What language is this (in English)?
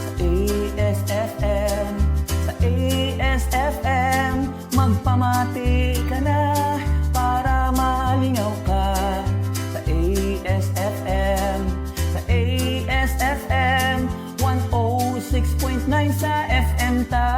Hiligaynon